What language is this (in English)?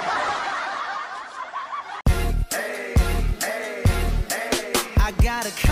Burmese